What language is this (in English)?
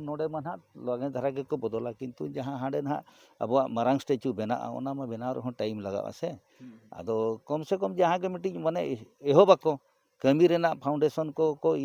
Santali